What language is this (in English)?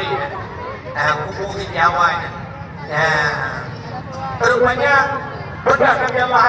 Achinese